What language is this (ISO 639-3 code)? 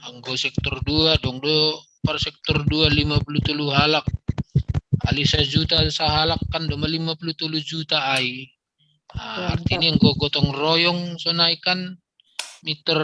bts